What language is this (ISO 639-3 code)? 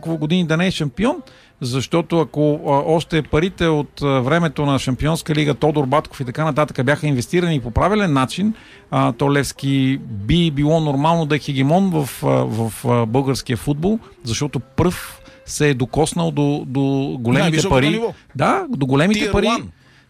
bul